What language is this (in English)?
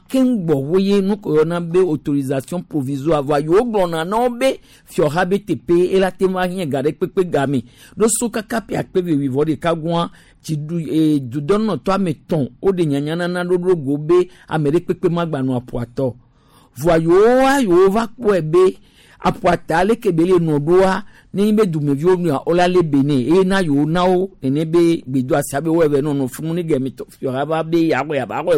Gen